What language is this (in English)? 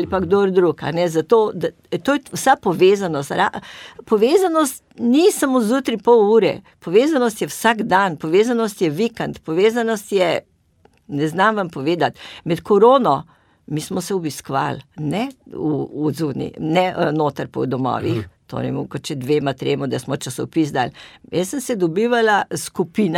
Slovenian